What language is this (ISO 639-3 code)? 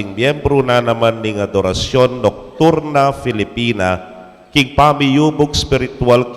pam